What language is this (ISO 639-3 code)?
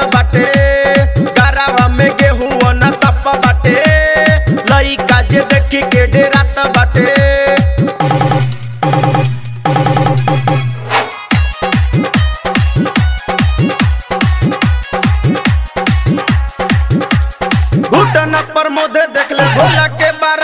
bho